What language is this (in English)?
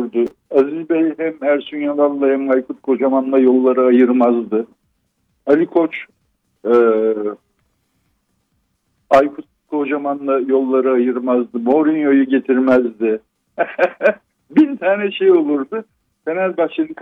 Turkish